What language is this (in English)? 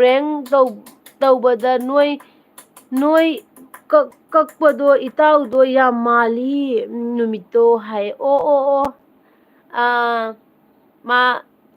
Manipuri